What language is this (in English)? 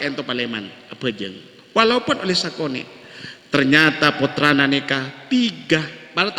Madurese